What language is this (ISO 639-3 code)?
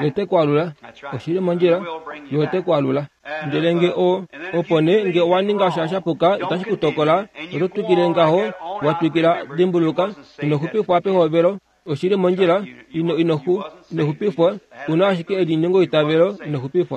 kua